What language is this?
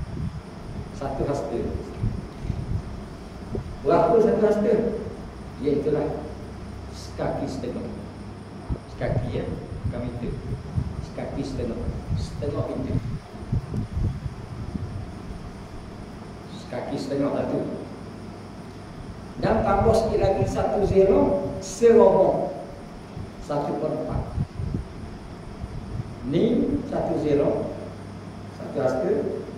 Malay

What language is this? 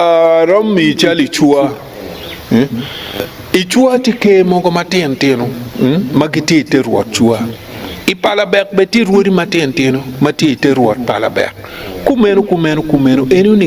Acoli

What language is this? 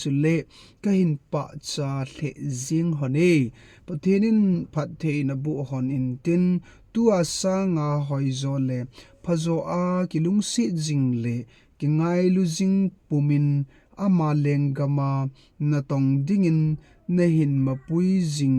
Thado Chin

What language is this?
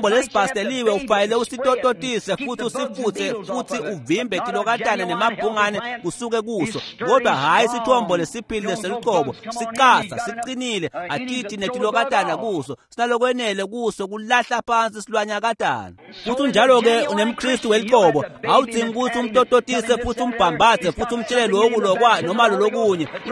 Swati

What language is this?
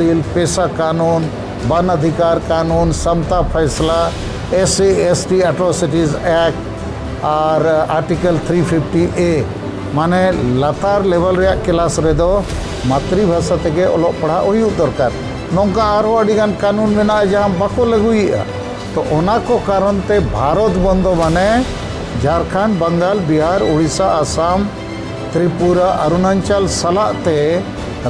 Santali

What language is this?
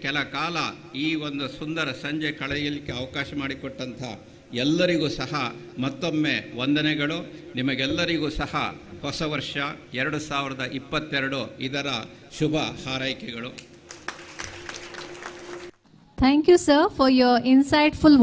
Kannada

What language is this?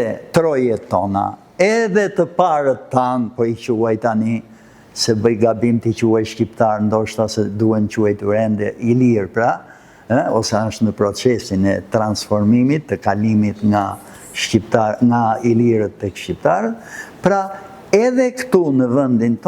Albanian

